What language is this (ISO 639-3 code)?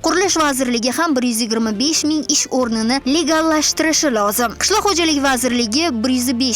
uzb